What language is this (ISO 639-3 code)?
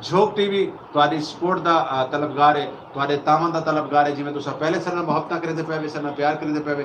skr